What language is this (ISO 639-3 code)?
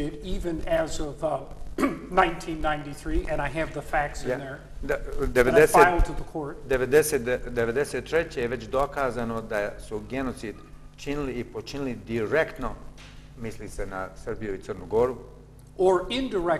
bos